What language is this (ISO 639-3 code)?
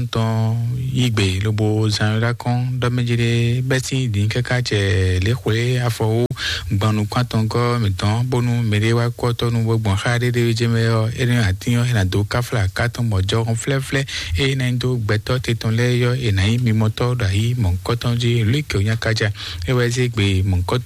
fon